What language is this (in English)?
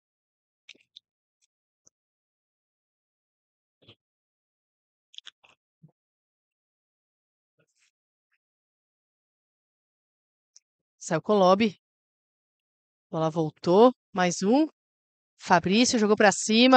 Portuguese